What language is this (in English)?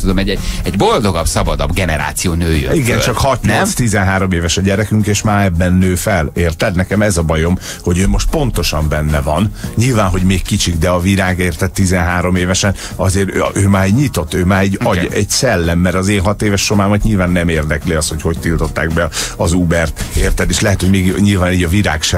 Hungarian